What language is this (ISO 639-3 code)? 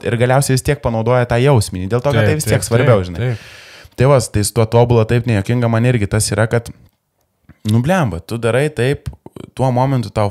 lit